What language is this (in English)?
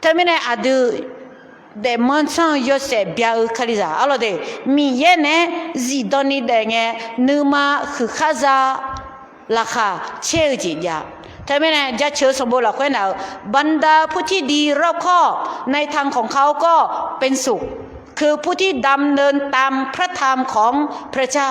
Akha